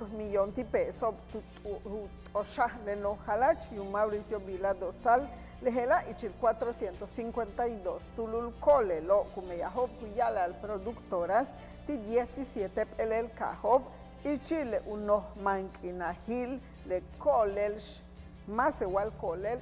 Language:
Yucateco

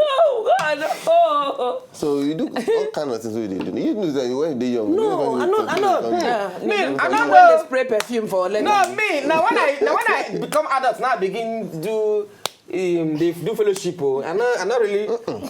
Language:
Nigerian Pidgin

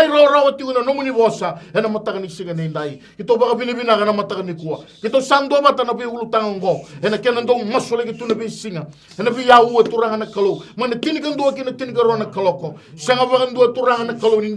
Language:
Fijian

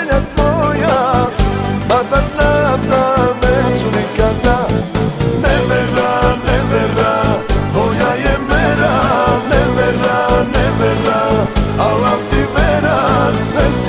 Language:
Serbian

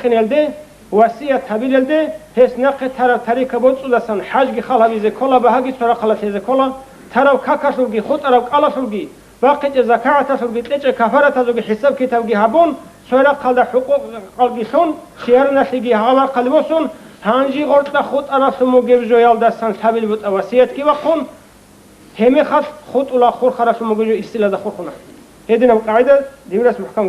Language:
Avaric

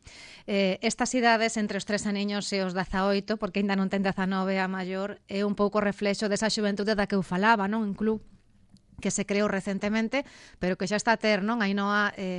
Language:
Galician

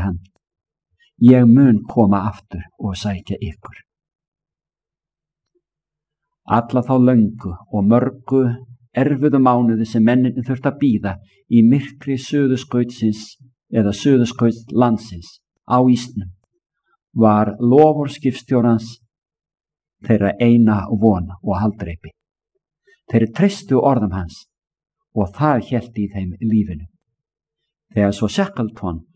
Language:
Icelandic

